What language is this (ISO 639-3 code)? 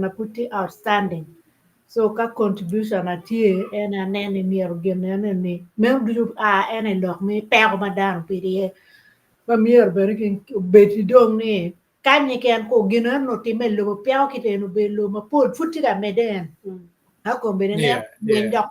ach